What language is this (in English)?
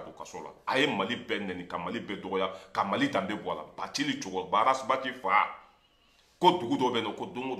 Bambara